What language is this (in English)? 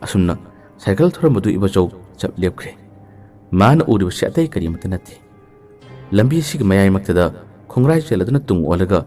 Manipuri